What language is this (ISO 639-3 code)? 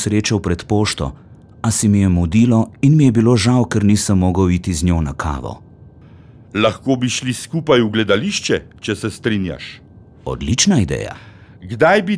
slv